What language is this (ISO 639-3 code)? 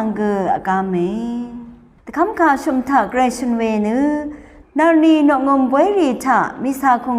raw